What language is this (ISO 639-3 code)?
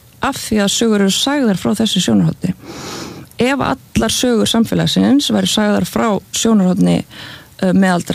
isl